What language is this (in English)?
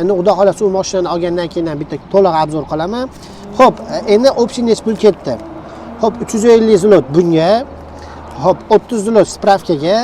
Uzbek